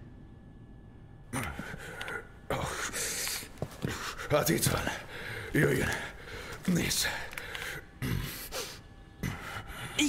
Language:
Hungarian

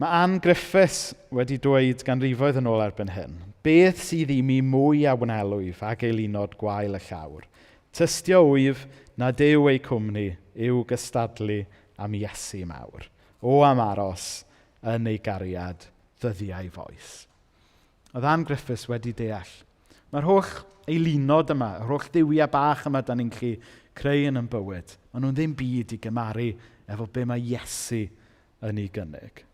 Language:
Welsh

